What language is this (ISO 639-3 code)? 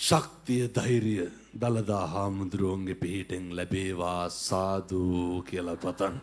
sin